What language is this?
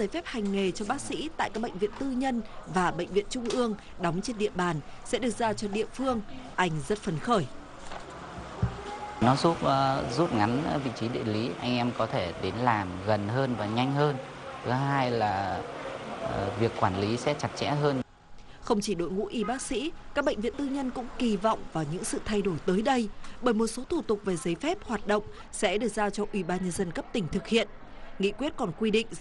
Vietnamese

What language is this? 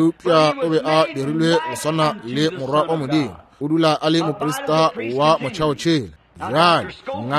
Northern Sotho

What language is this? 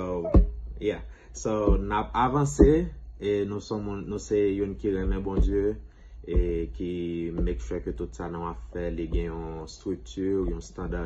Haitian Creole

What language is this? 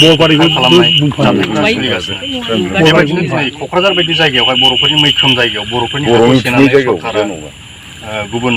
Bodo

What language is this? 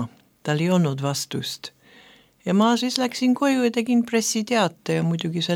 Estonian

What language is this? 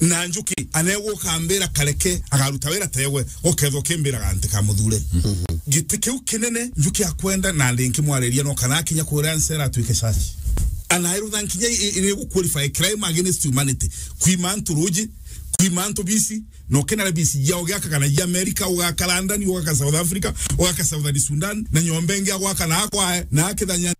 Meru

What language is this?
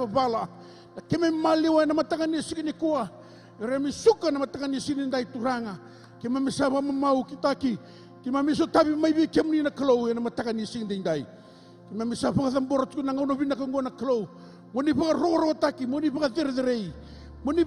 Fijian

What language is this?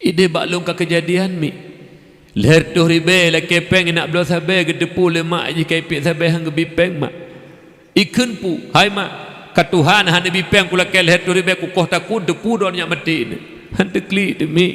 Achinese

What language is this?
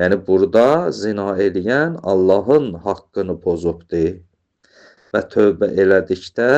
Azerbaijani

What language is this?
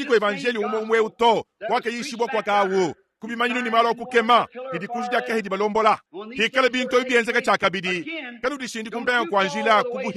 Luba-Lulua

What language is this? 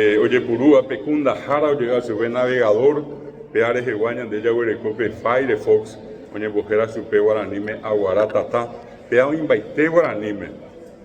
Guarani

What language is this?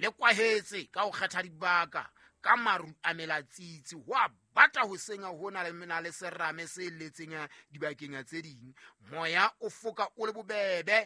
Southern Sotho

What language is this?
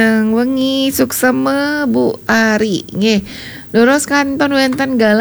Balinese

